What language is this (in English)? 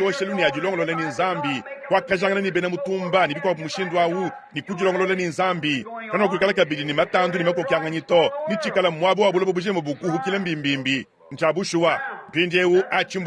Luba-Lulua